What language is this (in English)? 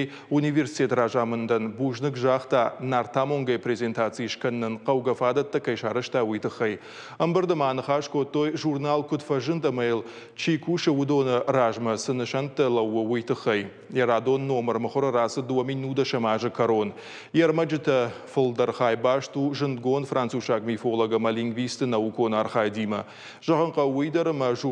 Ossetic